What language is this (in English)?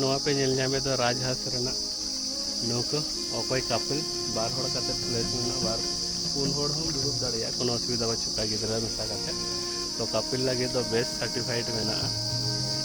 Santali